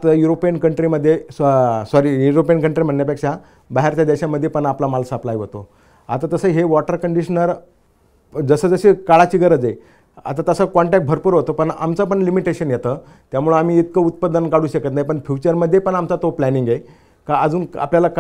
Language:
Marathi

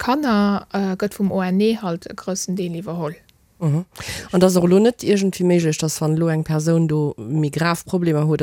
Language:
Luxembourgish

